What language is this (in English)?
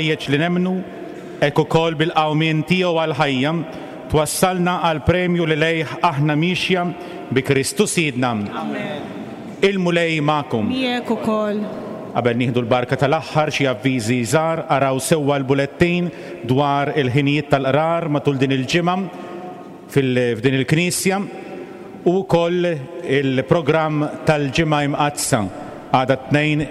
Maltese